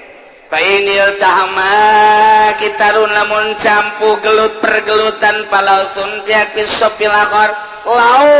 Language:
Sundanese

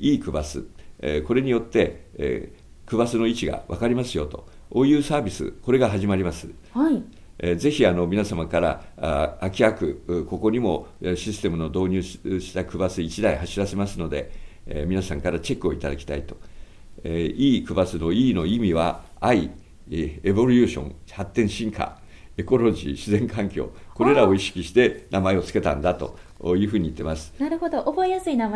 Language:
Japanese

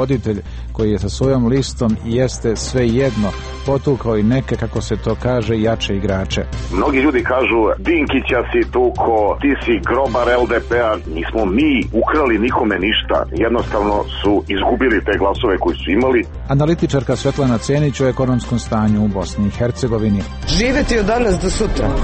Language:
Serbian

